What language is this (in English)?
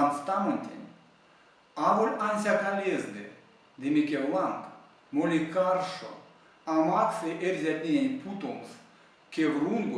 Erzya